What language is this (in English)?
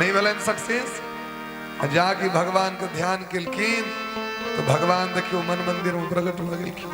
Maithili